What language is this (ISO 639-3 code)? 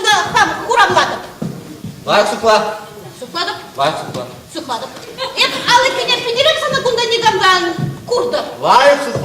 chv